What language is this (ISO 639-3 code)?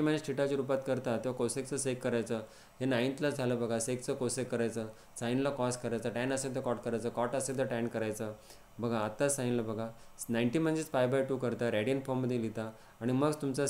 mar